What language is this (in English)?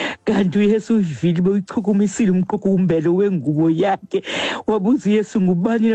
Xhosa